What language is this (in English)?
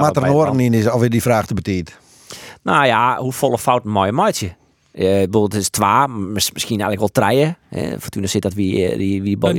Western Frisian